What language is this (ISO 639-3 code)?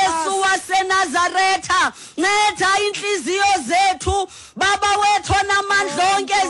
xho